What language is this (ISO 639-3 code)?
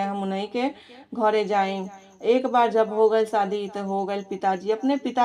bho